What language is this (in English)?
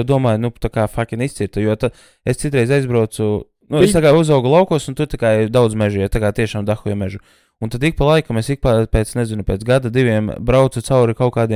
Latvian